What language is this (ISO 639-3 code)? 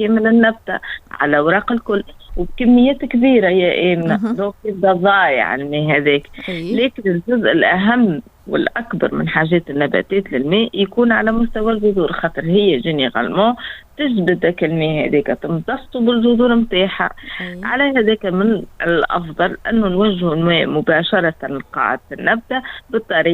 aeb